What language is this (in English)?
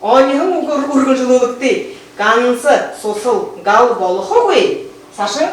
Buriat